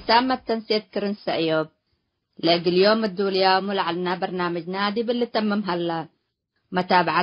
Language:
Tigre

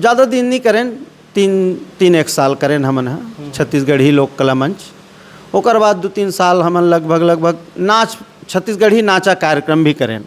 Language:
Chhattisgarhi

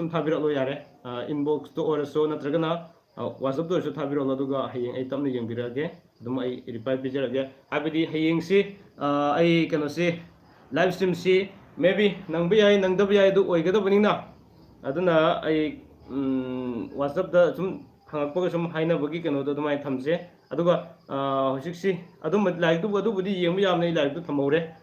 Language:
Manipuri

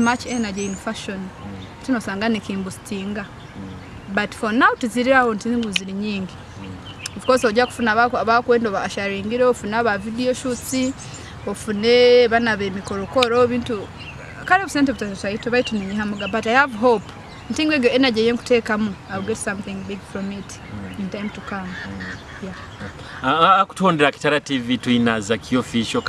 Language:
Nyoro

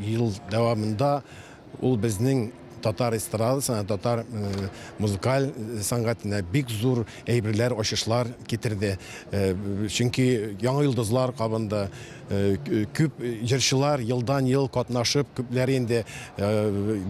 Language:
Tatar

